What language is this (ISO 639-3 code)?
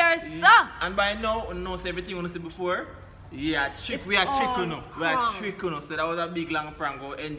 jam